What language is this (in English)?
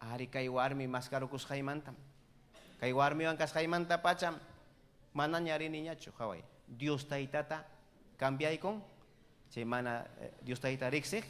Ayacucho Quechua